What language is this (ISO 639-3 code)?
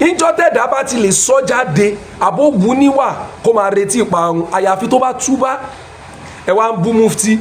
yor